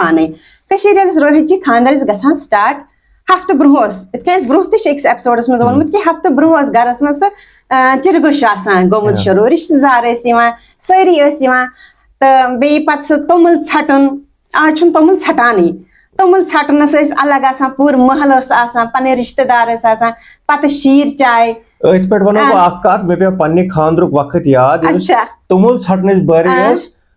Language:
Kashmiri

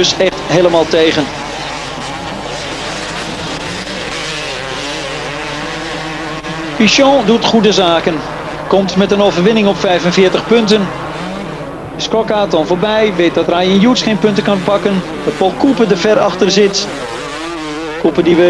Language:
Dutch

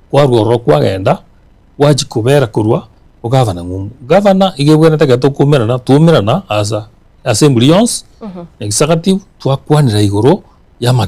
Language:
Gusii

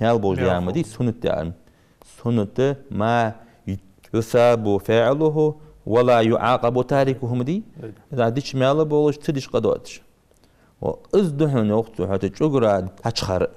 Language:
Ingush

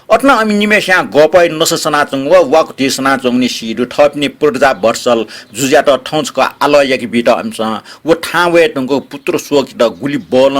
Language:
Newari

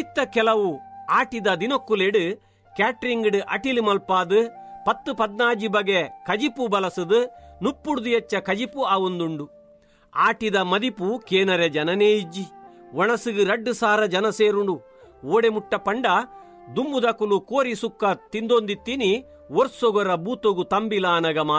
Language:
Tulu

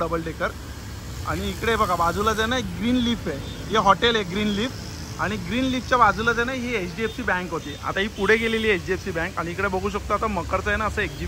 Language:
Marathi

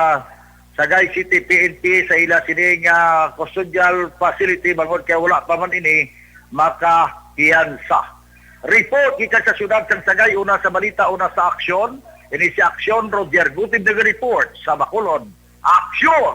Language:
Hiligaynon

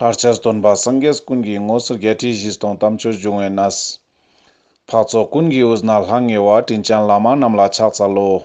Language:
Ladakhi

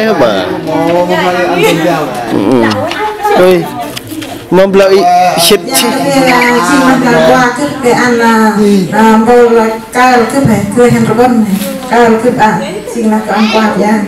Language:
Central Mnong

